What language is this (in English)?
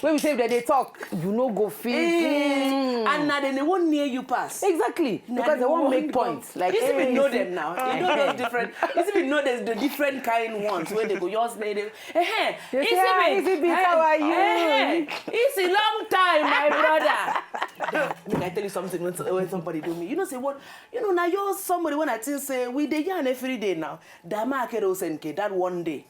Nigerian Pidgin